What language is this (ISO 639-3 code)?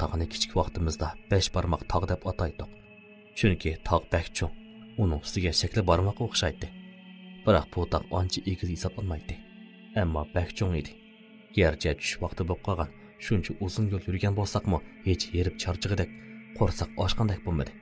uig